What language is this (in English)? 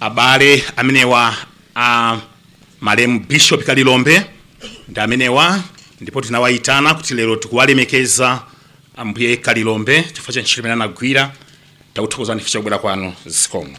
Nyanja